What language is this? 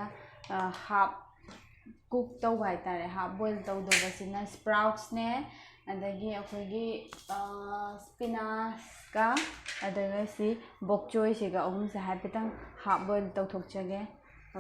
Manipuri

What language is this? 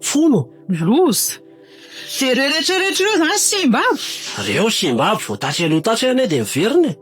Malagasy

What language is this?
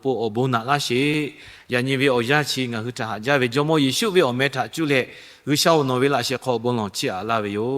Lahu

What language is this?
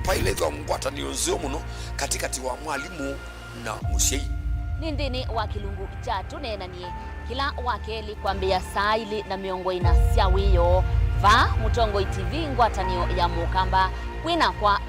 Kamba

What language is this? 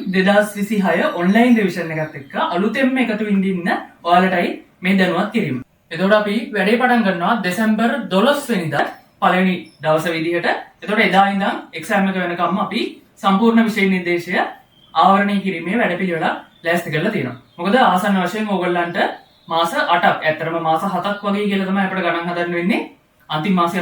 Sinhala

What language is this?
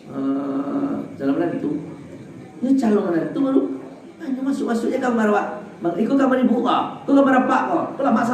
Minangkabau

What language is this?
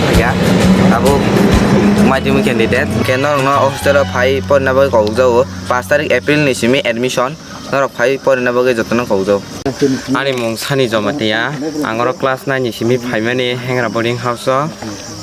Kok Borok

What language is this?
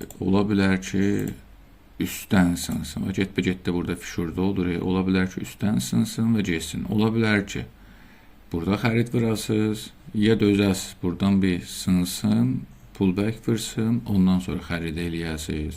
South Azerbaijani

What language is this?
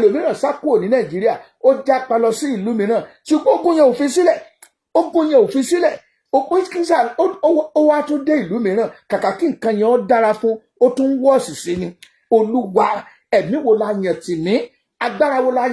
Yoruba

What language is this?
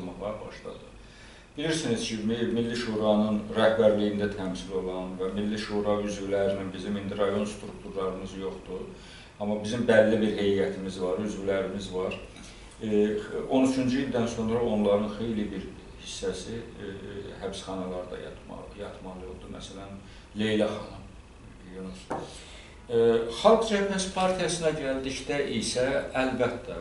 Azerbaijani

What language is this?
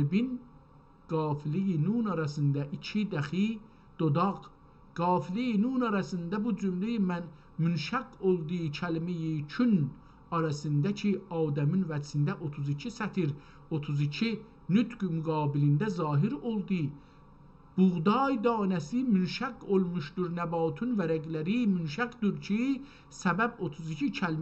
South Azerbaijani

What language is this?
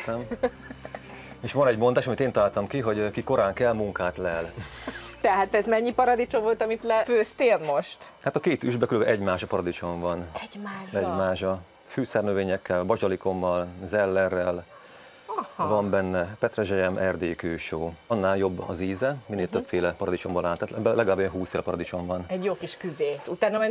Hungarian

